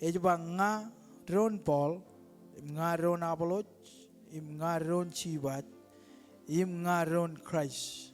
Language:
Marshallese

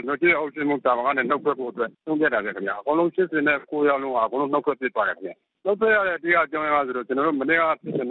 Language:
Burmese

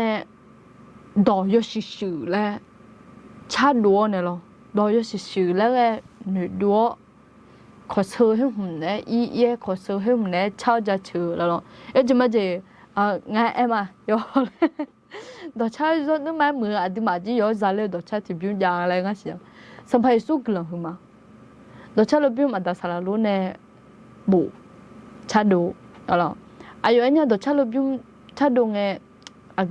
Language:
Akha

